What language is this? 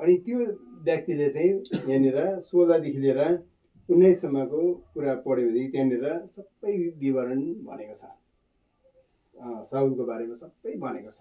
Nepali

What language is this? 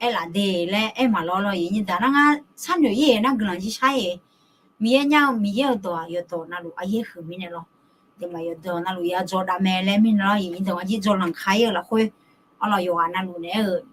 Akha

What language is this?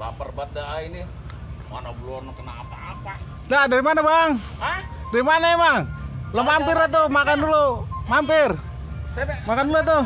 Betawi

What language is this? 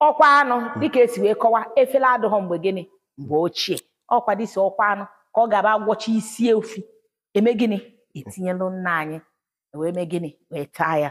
Igbo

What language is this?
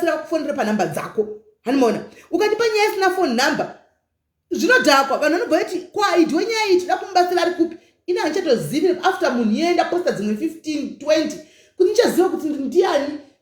Shona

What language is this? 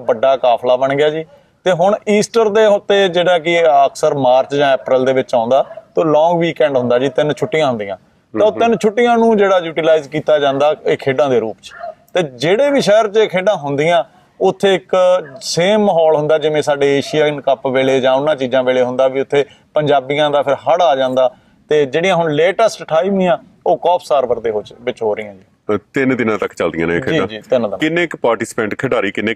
Punjabi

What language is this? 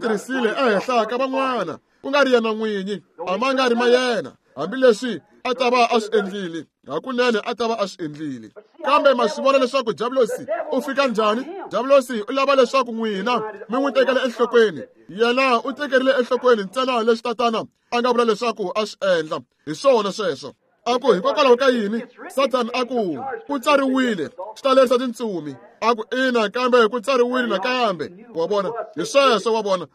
Tsonga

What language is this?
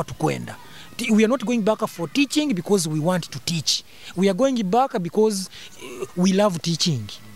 Nyoro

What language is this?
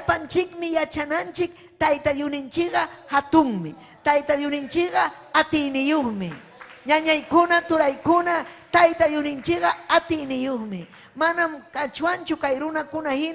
Ayacucho Quechua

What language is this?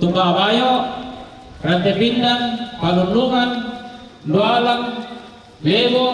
Toraja-Sa'dan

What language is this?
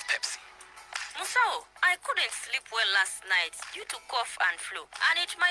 Acoli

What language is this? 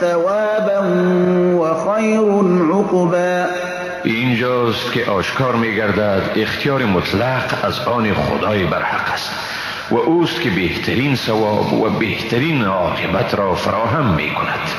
Persian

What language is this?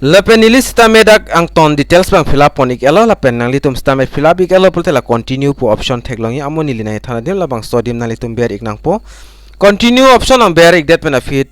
Karbi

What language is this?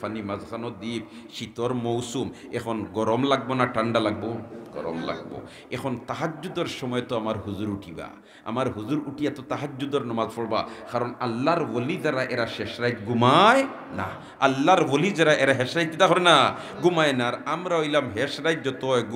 Sylheti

